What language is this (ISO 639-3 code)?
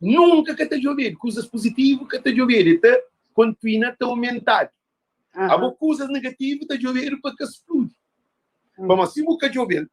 kea